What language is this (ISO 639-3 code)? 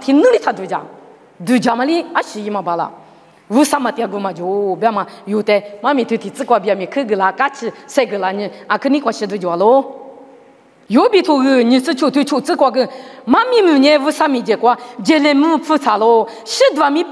lis